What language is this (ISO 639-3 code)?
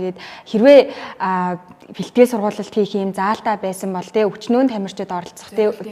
mon